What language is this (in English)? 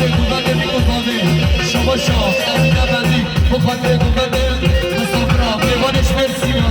Kurdish